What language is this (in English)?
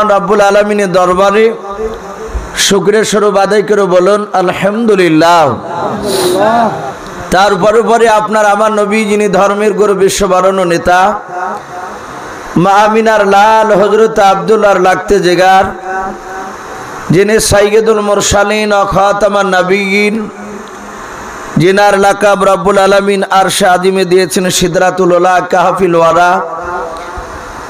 Bangla